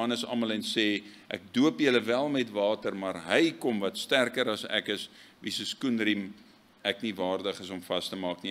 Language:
Afrikaans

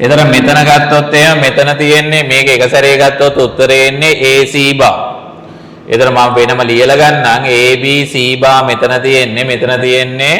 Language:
Sinhala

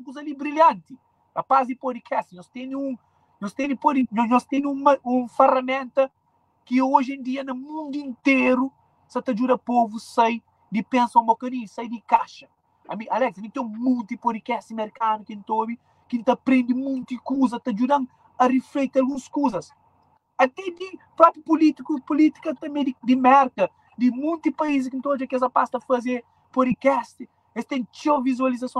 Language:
Kabuverdianu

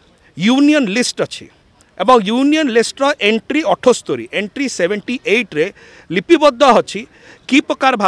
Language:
Odia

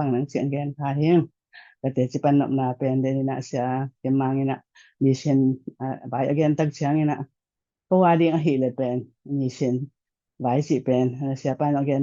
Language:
Tedim Chin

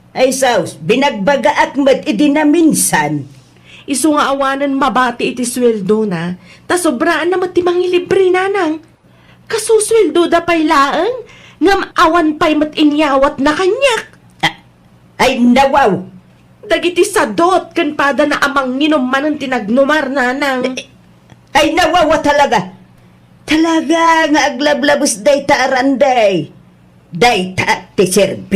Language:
Iloko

